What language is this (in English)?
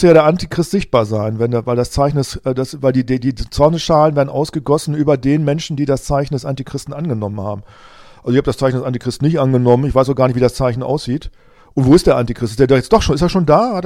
German